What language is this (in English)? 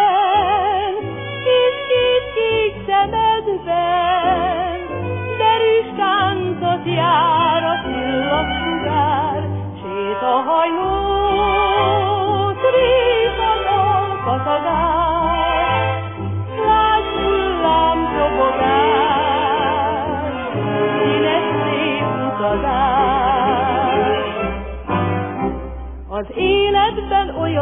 Hungarian